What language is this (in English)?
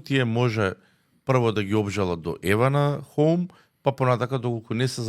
Macedonian